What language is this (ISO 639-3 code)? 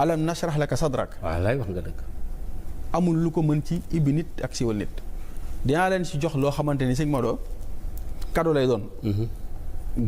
wol